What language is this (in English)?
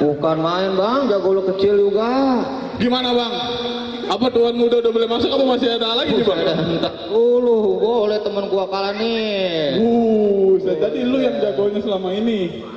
Betawi